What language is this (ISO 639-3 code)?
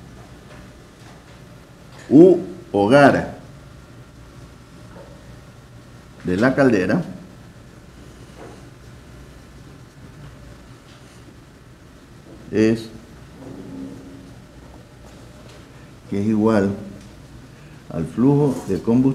spa